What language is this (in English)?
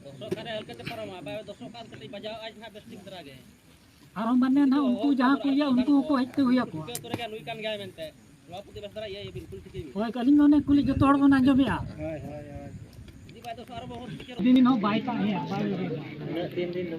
Santali